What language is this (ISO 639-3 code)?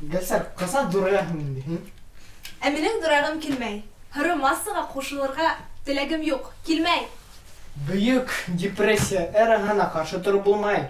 bak